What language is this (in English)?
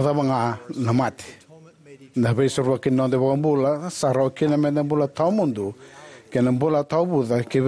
Fijian